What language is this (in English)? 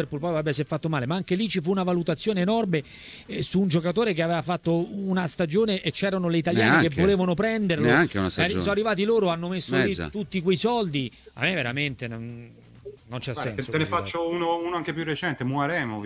Italian